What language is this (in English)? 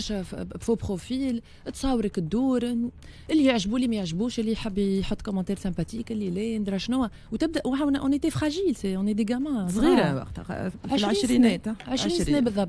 Tunisian Arabic